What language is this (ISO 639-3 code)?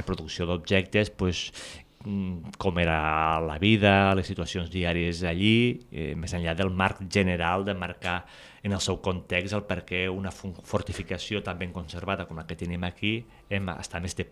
cat